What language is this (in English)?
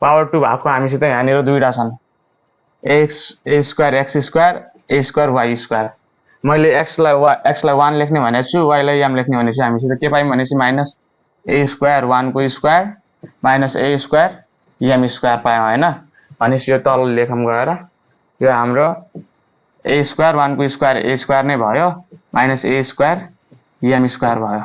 Nepali